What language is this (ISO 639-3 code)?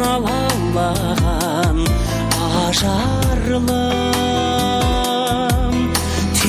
kaz